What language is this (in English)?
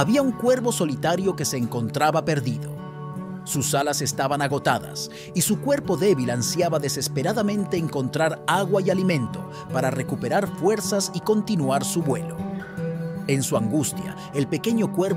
Spanish